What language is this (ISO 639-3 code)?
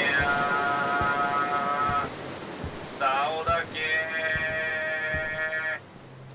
jpn